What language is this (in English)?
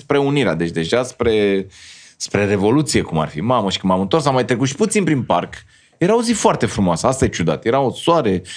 Romanian